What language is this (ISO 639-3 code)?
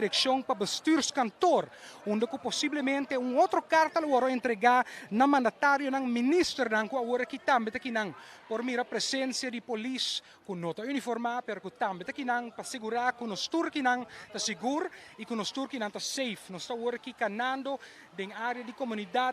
pap